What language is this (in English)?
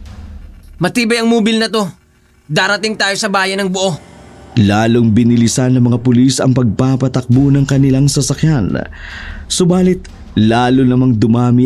Filipino